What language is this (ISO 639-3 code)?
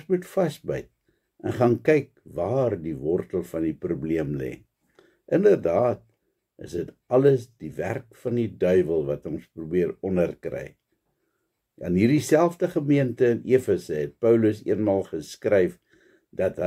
afr